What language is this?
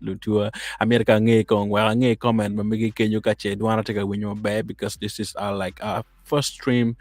Acoli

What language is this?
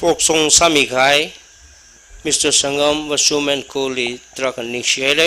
Tangkhul Naga (India)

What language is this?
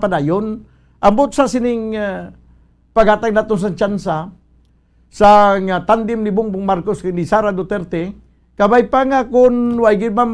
Hiligaynon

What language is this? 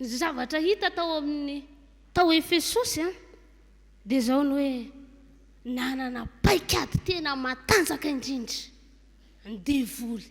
Malagasy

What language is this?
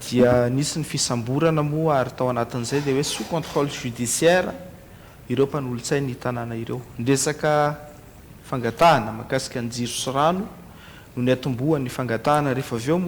Malagasy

